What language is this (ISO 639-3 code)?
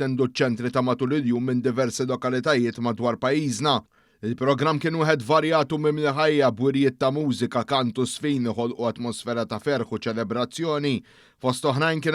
mlt